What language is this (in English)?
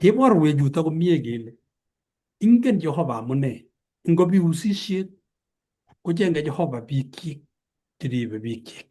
Kalenjin